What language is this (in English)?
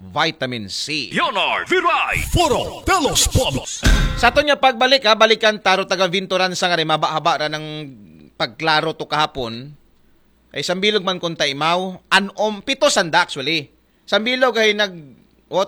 Aklanon